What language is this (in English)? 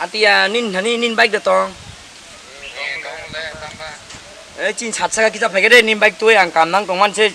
Kok Borok